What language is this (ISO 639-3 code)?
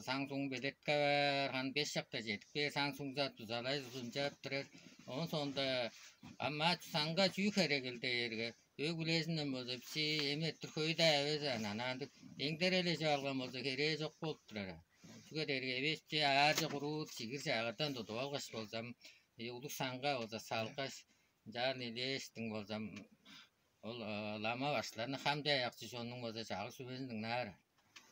tyv